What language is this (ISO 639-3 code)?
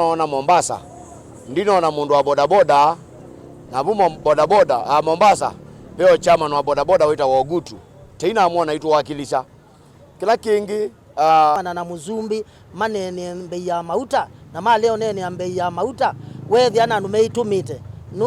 kam